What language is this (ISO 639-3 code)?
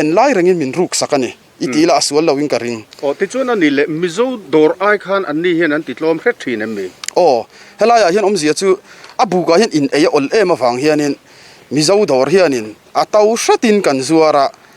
lus